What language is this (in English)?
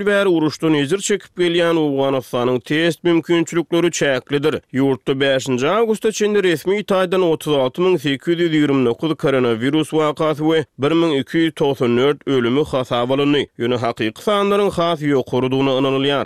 Turkmen